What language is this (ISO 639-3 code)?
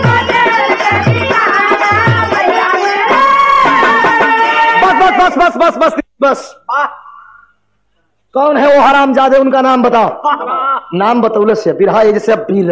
bho